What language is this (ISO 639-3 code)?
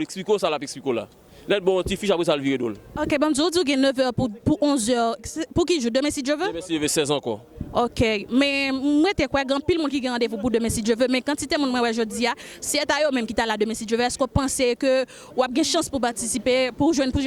hat